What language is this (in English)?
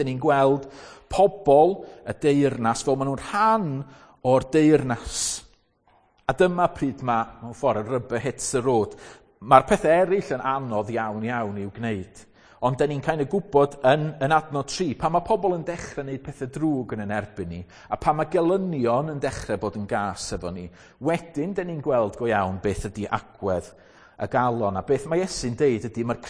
Welsh